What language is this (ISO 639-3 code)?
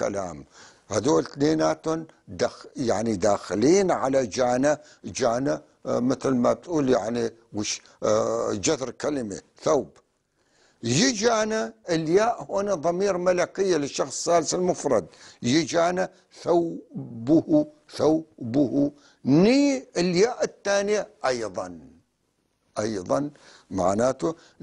apc